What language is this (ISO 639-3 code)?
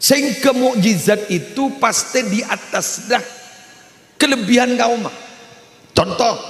mad